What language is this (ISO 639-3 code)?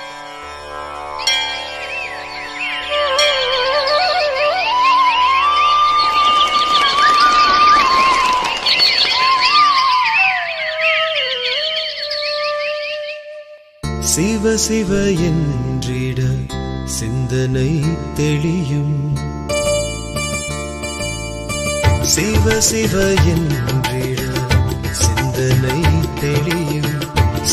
tam